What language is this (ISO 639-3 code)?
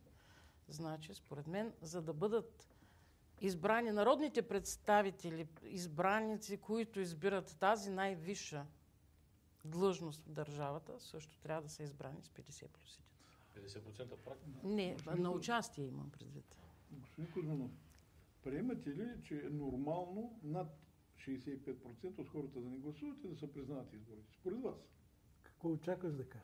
bul